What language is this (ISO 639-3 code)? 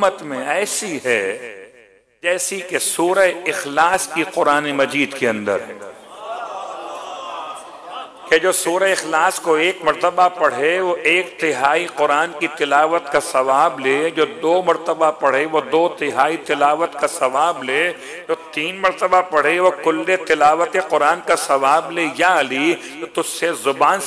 urd